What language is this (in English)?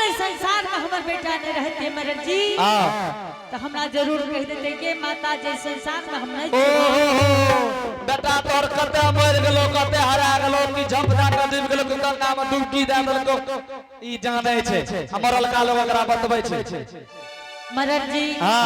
Angika